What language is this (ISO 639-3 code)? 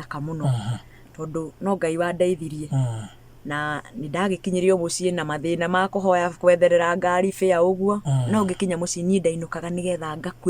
kik